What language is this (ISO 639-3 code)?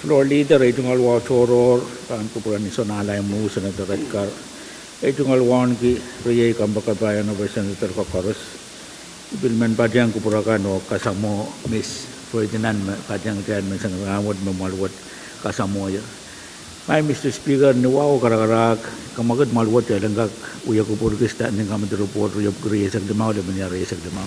pon